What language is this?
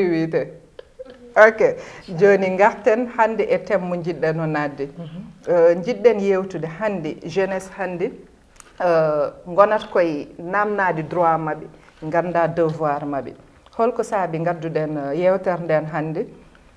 Fula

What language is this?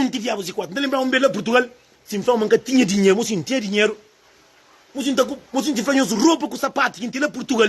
Kabuverdianu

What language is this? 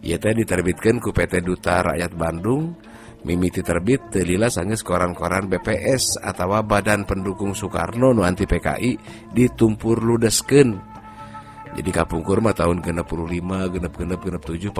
Sundanese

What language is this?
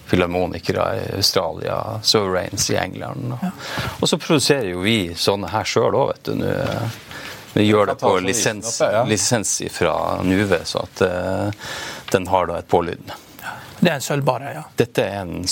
Norwegian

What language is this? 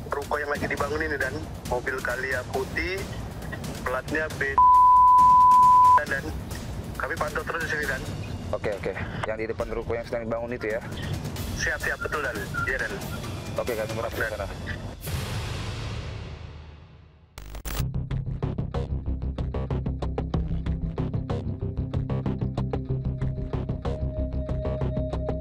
Indonesian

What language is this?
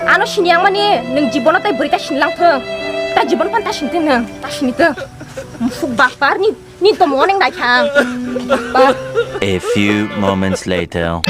Kok Borok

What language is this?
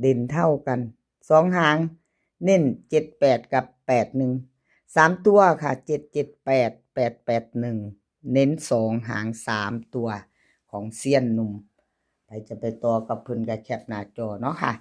Lao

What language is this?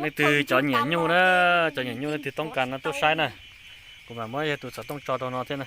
Hmong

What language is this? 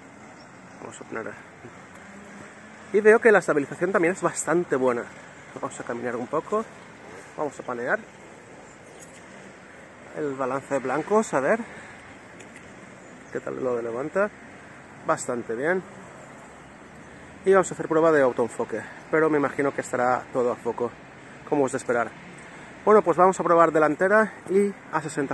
Spanish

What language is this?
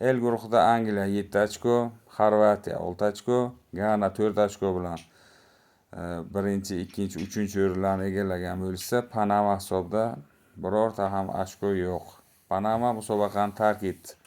Uzbek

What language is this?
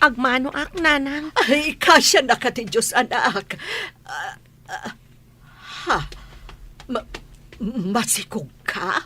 Iloko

